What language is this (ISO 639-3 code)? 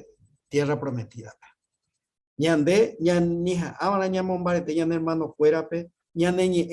grn